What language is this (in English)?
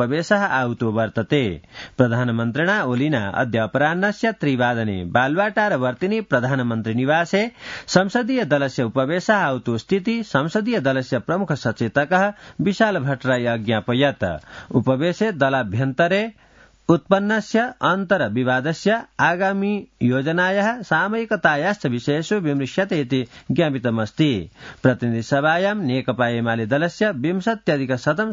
Sanskrit